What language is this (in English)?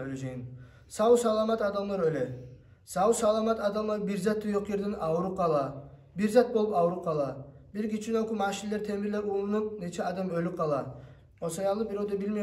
Kumyk